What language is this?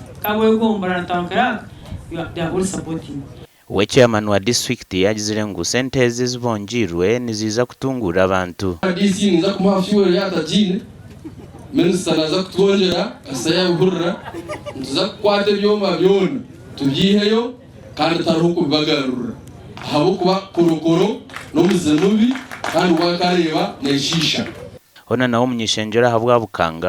Nyankole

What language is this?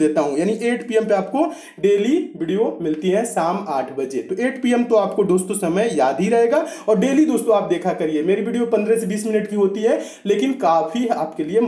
Hindi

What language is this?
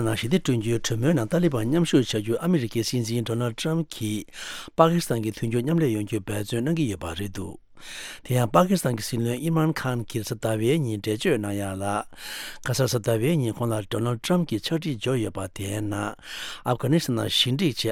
Tibetan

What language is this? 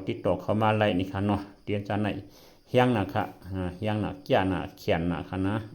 Shan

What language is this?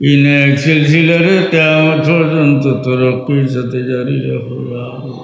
Sylheti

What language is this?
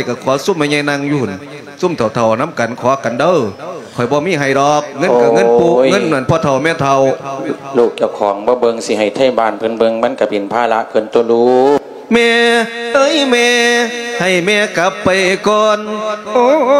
Lao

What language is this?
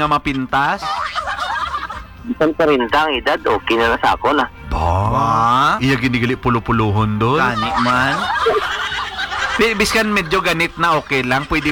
Hiligaynon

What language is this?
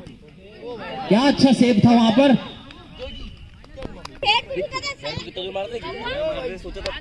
Hindi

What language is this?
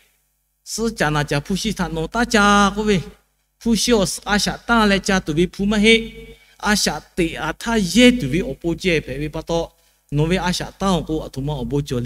Lahu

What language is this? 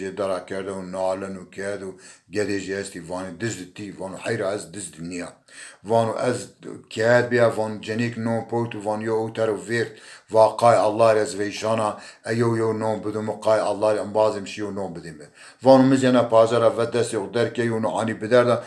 Zaza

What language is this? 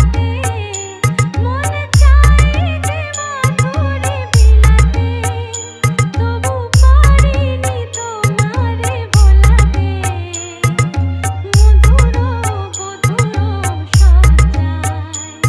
Bangla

